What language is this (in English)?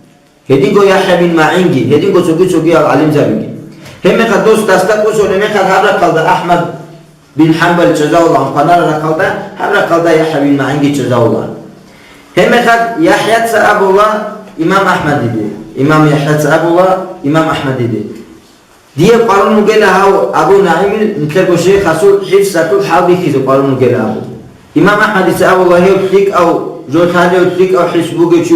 Avaric